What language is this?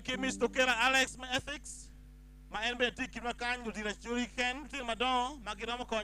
Acoli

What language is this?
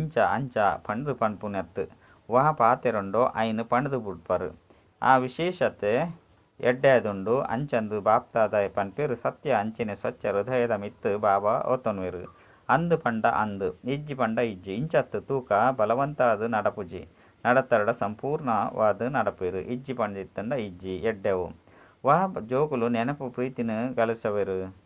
Tulu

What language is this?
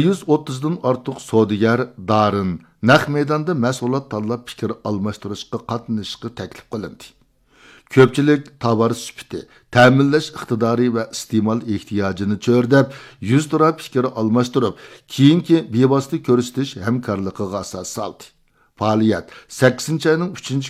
Uyghur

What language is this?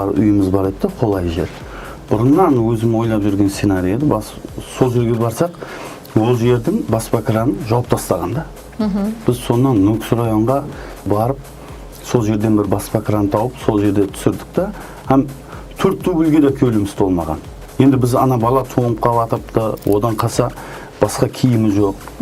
Kara-Kalpak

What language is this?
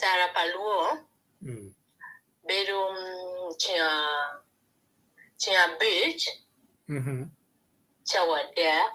Acoli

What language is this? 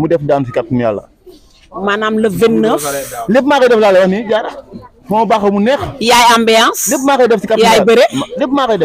Wolof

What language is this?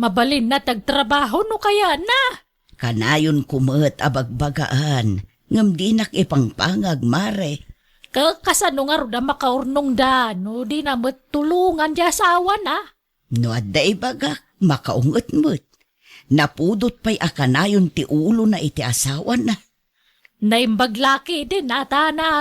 Iloko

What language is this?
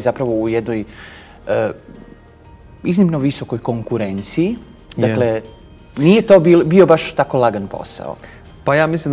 Croatian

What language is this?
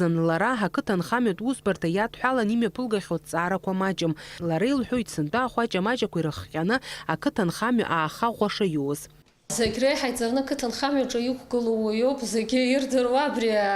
Abkhazian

